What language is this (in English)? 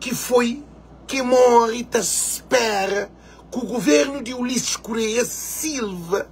Kabuverdianu